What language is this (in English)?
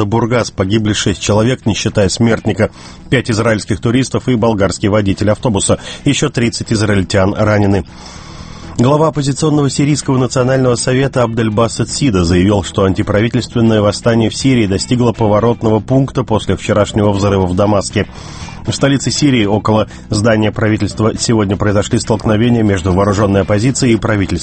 Russian